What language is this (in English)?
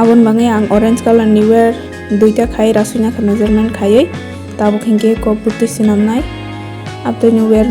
Kok Borok